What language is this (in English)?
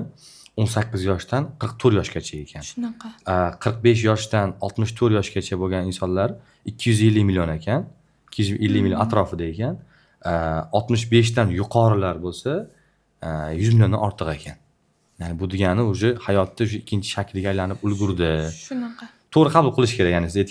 Uzbek